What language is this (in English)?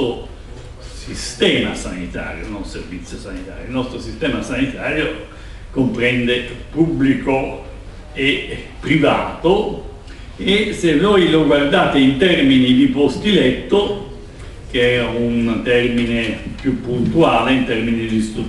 Italian